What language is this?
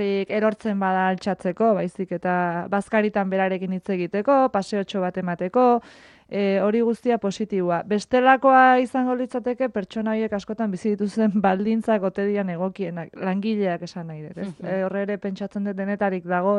Basque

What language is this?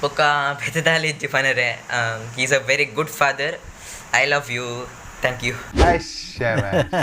Tulu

